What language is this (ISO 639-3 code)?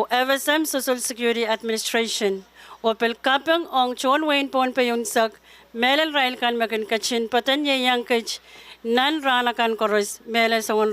pon